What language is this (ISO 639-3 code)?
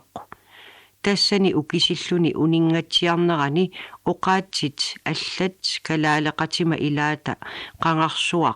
kal